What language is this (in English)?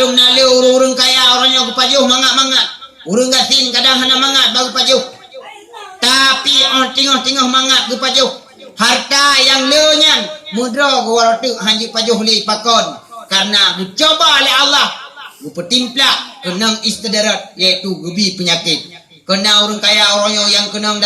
Achinese